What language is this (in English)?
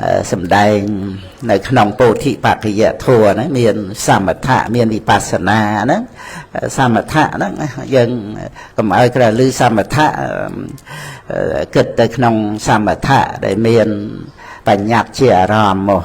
Khmer